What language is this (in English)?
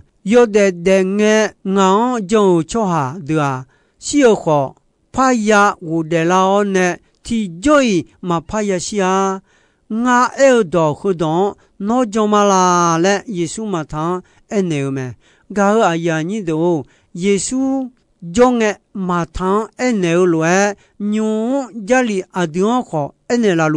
Akha